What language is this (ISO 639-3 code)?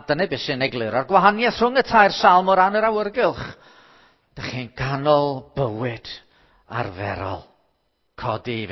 cym